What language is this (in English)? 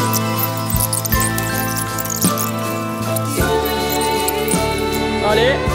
French